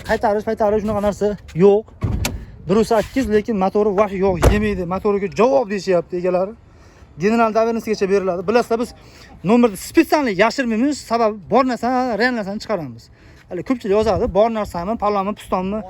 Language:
Uzbek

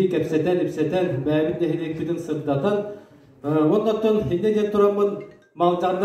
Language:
Yakut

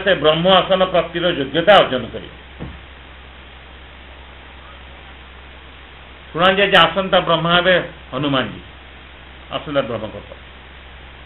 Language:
Odia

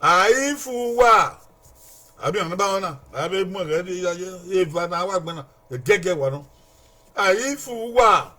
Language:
Bini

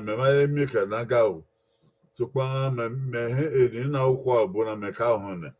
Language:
Bini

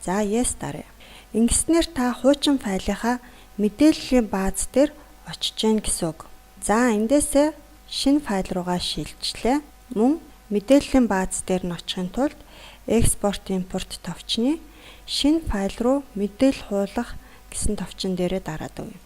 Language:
Mongolian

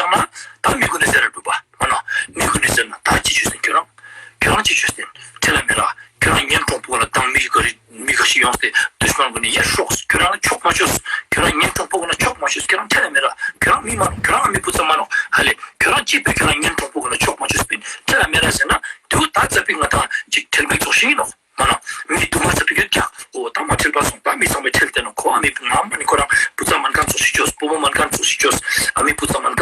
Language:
Ladakhi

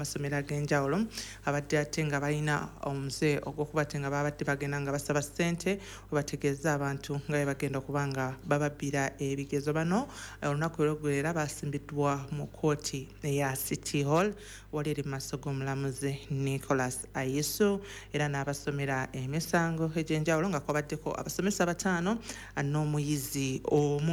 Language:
Ganda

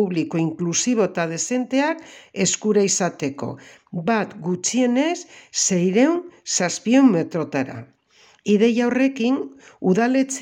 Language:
Basque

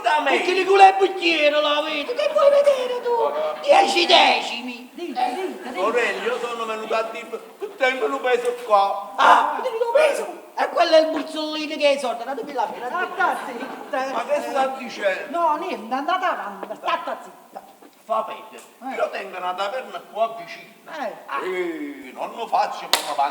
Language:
Neapolitan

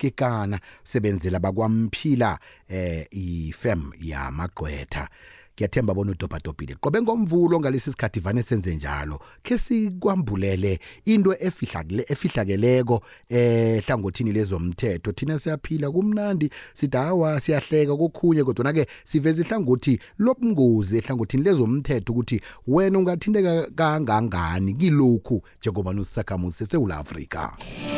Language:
South Ndebele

